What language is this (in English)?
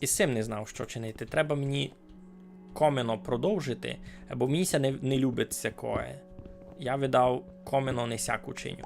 Rusyn